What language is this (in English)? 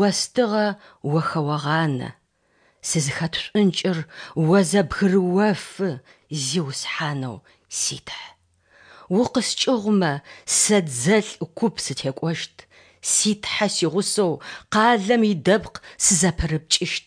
Adyghe